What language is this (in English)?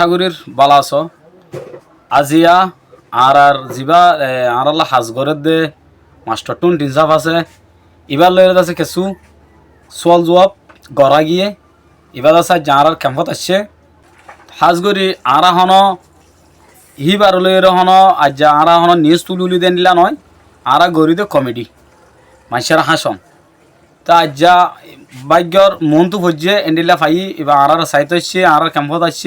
Rohingya